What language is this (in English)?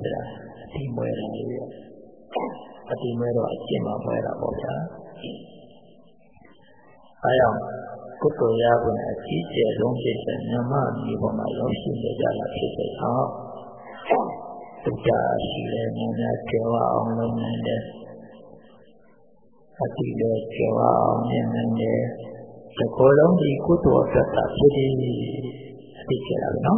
Burmese